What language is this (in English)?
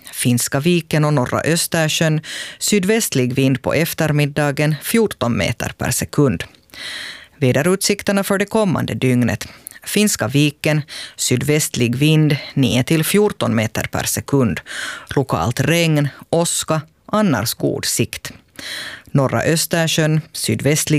Swedish